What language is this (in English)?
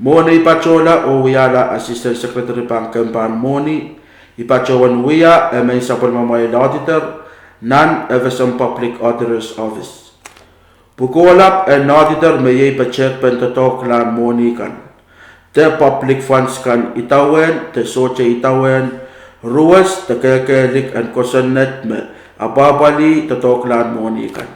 Pohnpeian